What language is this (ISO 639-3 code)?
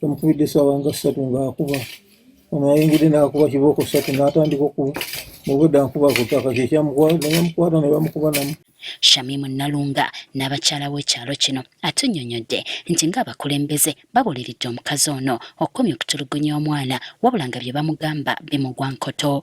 lug